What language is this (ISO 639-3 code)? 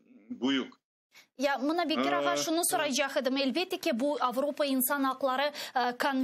crh